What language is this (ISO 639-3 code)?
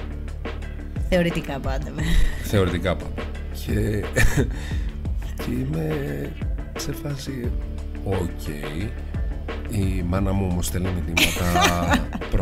ell